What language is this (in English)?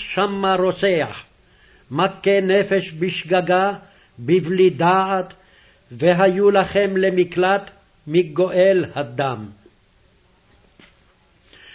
Hebrew